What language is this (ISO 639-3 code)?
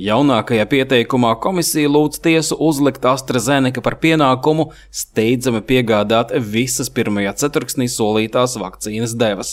lav